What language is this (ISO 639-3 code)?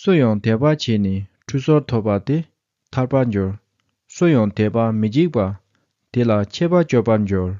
bod